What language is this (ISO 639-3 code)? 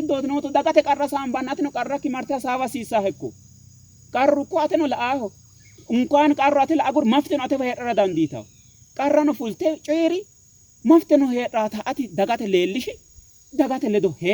sid